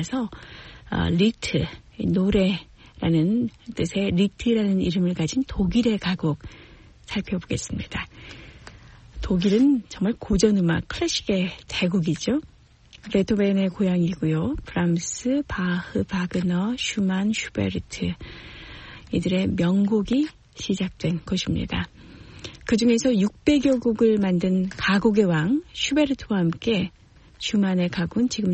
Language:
Korean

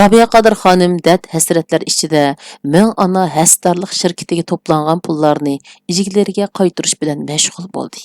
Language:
Uyghur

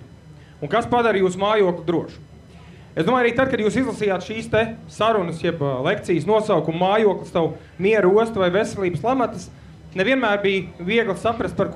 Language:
Latvian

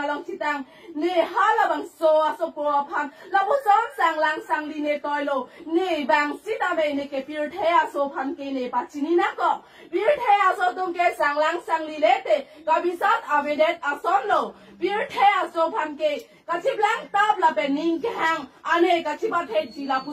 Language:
Karbi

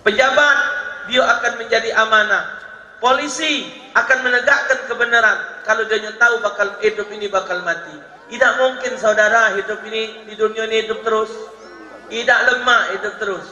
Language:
Musi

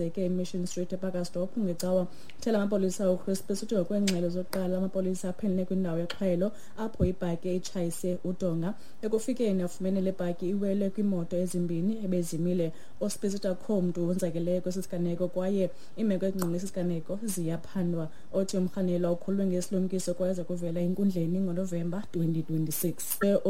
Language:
Xhosa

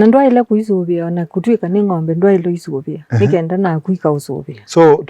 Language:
Kamba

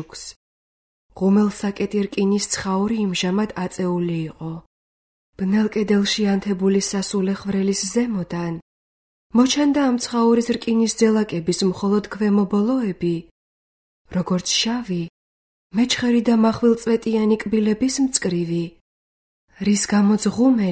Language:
Georgian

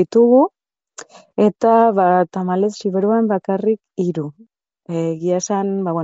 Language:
Basque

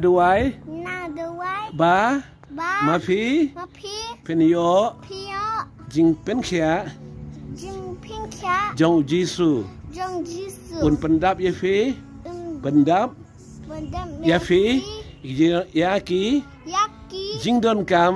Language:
Khasi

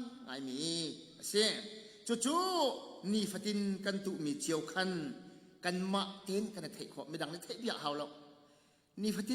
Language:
Hakha Chin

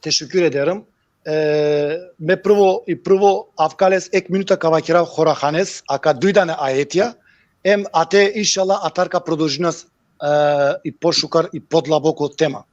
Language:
Balkan Romani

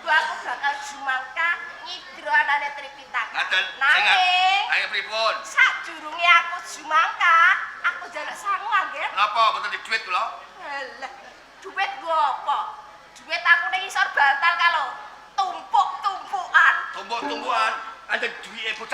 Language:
Javanese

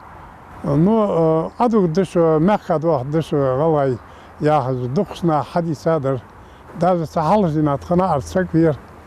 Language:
Ingush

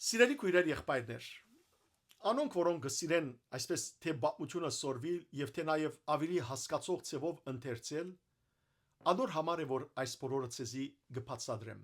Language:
Western Armenian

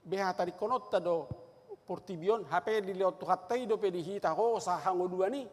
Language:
Batak Toba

